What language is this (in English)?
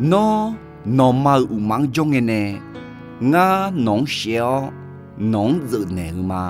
Akha